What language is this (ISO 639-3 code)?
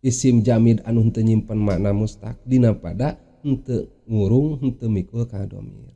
sun